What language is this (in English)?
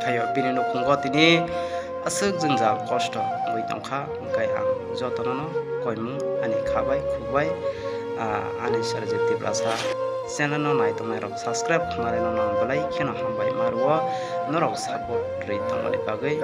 Kok Borok